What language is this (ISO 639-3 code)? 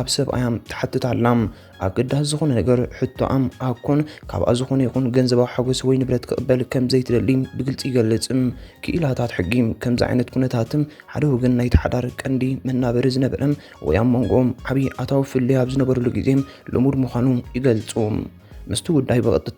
tir